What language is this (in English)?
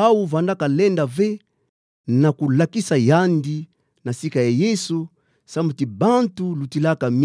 Kituba (Democratic Republic of Congo)